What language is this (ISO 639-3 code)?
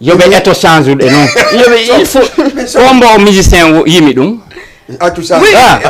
ful